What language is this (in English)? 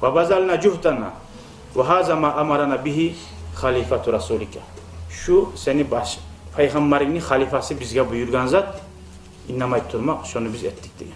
Kumyk